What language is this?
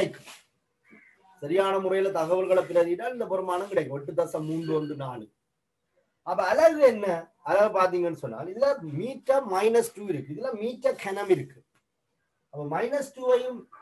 Tamil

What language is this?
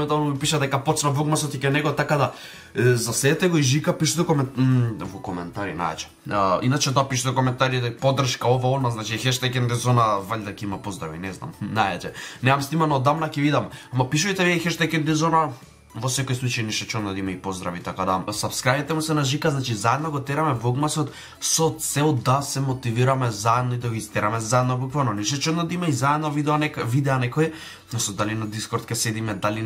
Macedonian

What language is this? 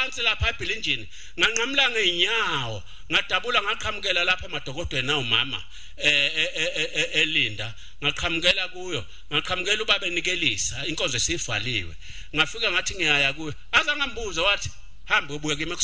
Zulu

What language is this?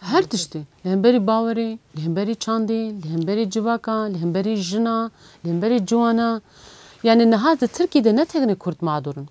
Kurdish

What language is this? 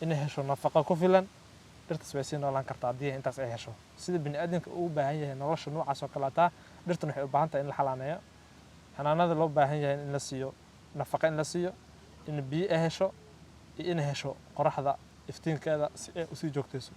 Somali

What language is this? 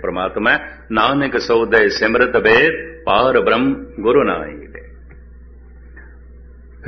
Punjabi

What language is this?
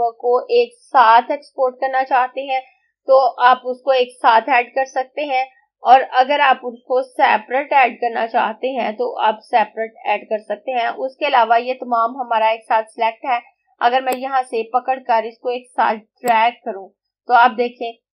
Hindi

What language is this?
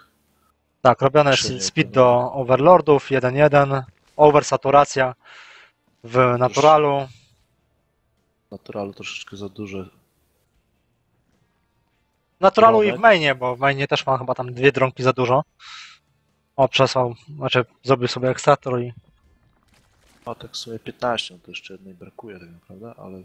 Polish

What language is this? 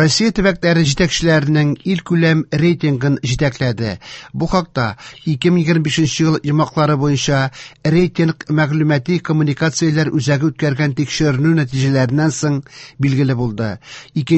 Tatar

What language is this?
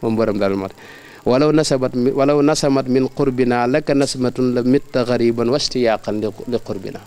Wolof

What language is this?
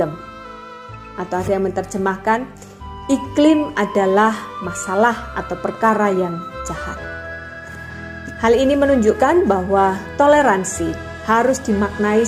Indonesian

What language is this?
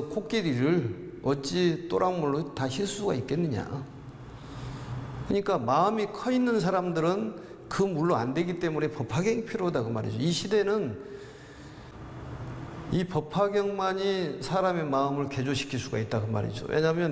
Korean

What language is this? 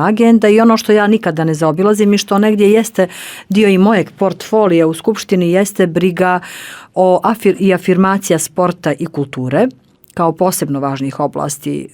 Bosnian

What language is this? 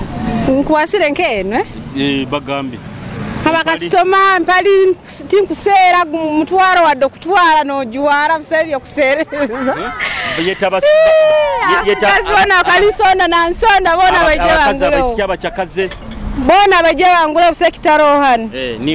Nyoro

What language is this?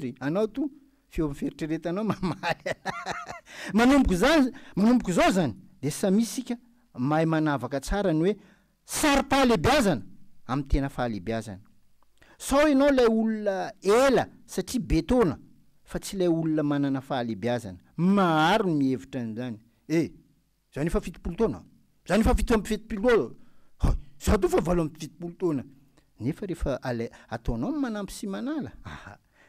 Malagasy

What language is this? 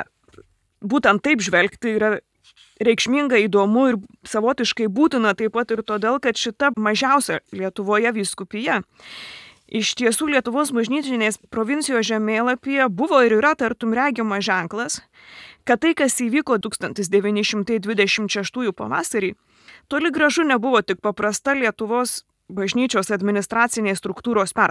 Lithuanian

